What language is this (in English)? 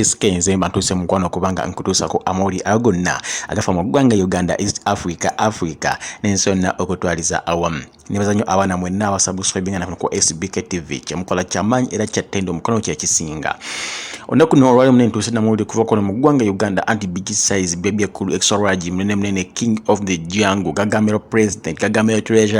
Ganda